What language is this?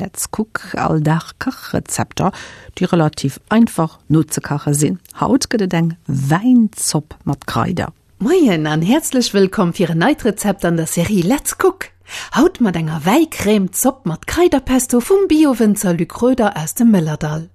Luxembourgish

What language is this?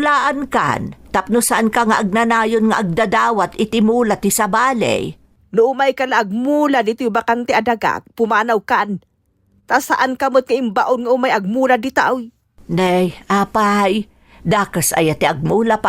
Iloko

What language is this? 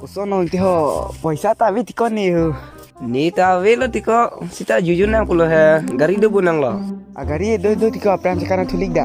Karbi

